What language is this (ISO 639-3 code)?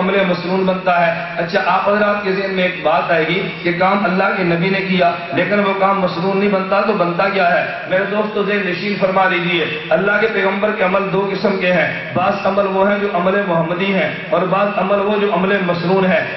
urd